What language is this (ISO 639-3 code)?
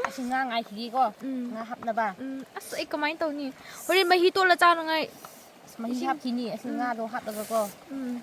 mni